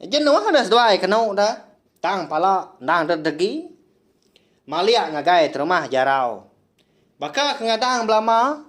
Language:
Iban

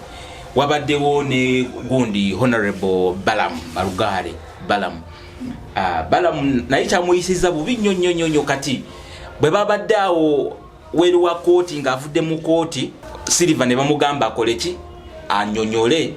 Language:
Ganda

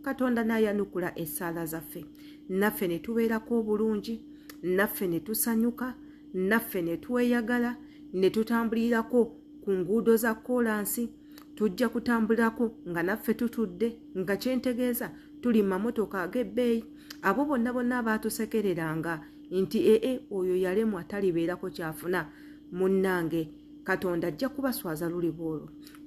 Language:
Ganda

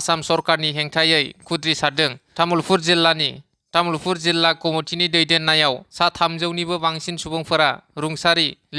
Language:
Bodo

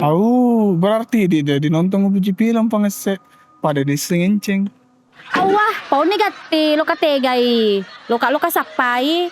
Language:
Buginese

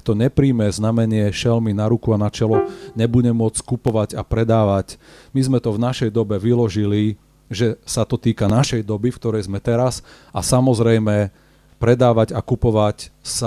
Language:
Slovak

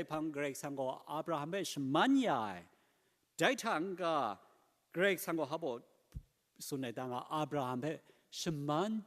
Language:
Kachin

